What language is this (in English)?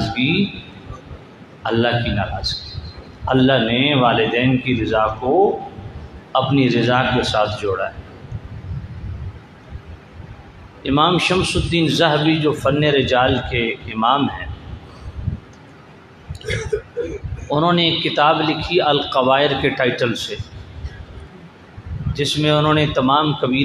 Urdu